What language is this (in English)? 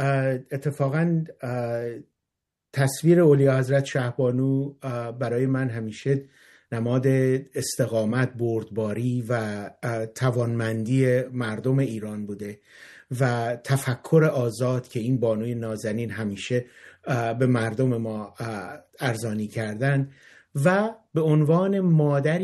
Persian